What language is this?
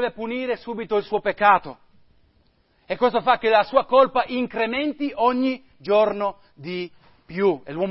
Italian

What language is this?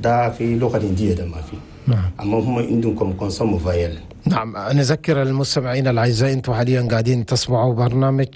Chadian Arabic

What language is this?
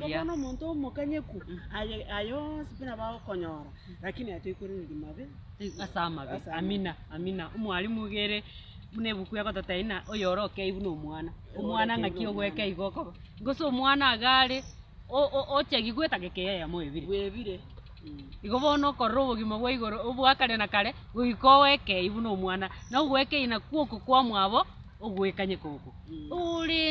Gusii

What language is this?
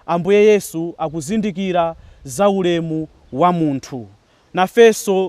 Nyanja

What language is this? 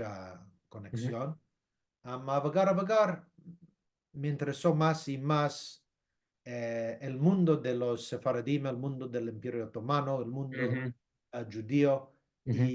Ladino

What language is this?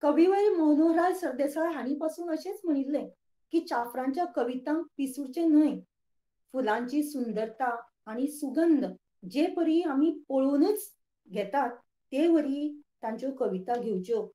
Konkani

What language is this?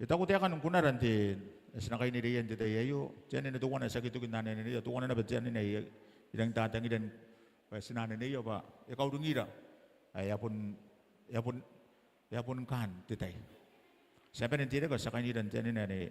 Gilbertese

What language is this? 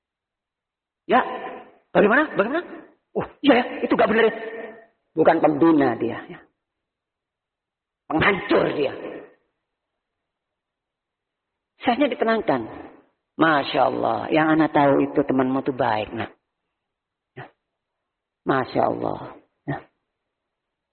Indonesian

